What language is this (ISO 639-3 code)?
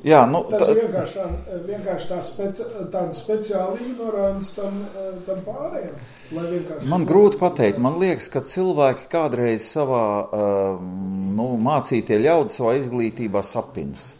lav